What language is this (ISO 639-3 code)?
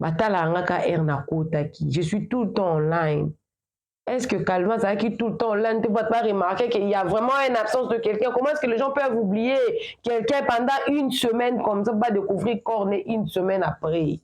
lin